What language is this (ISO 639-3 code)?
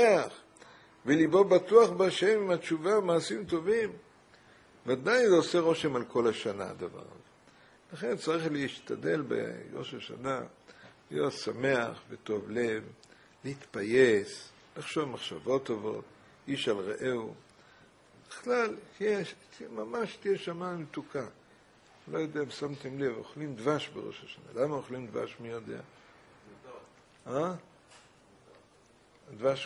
heb